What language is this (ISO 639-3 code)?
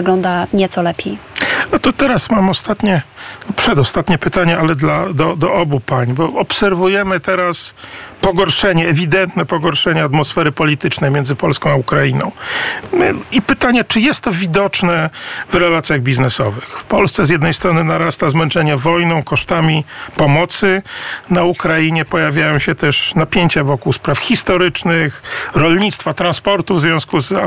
pol